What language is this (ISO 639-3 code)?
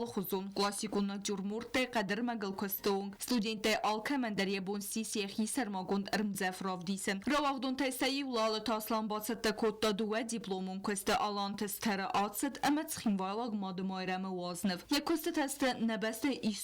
oss